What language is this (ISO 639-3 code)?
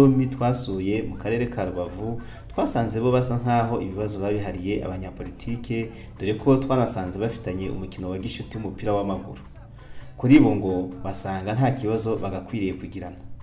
kin